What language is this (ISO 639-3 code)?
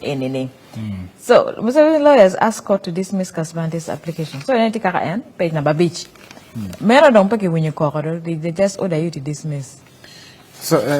ach